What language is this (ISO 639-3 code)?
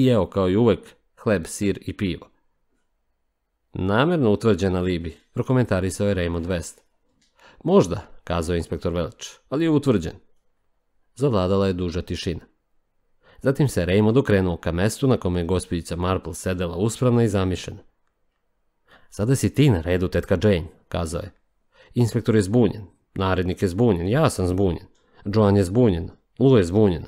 srp